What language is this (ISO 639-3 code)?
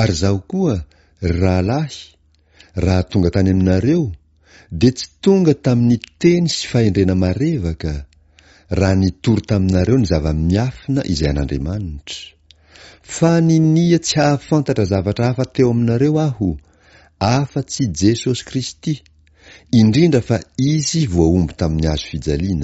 mlg